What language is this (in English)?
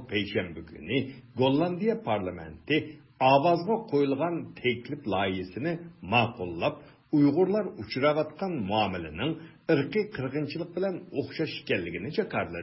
Uyghur